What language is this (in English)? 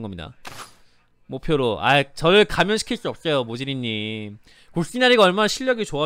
Korean